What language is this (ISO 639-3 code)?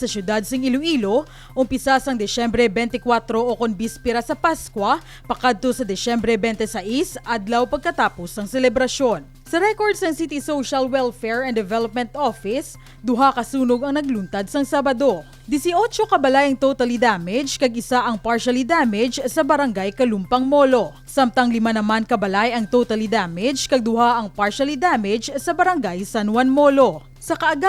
hil